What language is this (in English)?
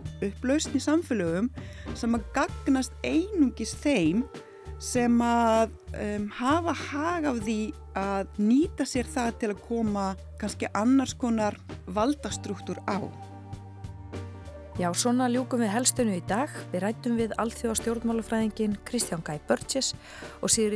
Icelandic